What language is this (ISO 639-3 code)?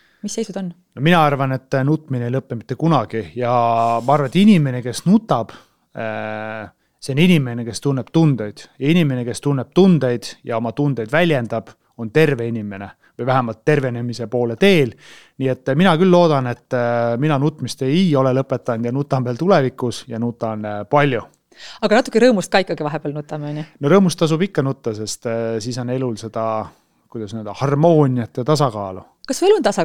est